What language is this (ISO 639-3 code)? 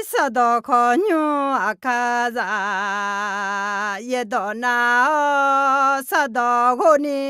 ahk